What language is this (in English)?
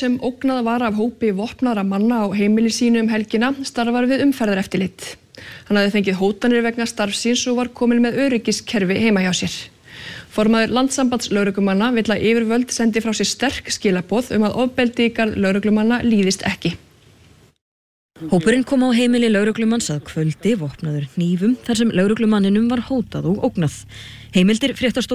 Icelandic